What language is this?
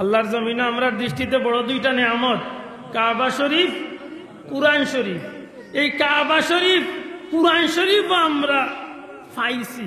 Sylheti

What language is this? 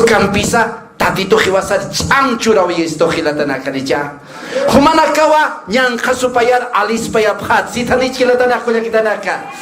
Aymara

